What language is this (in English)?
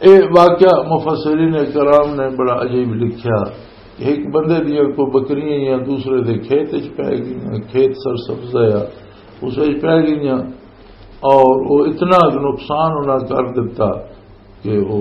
Western Panjabi